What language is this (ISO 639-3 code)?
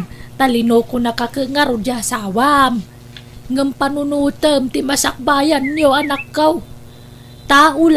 ilo